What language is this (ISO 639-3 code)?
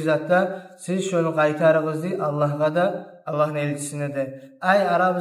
kum